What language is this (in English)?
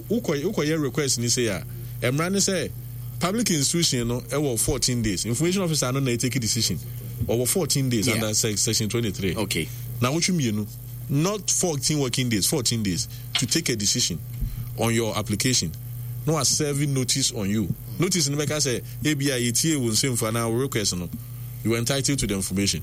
Akan